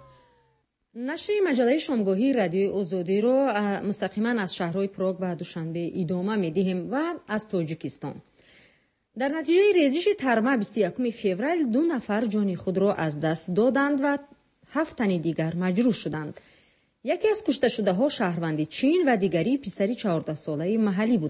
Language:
Persian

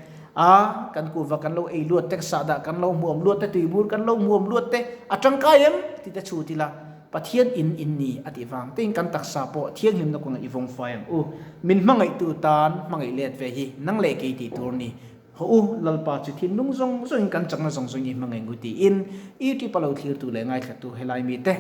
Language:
Mizo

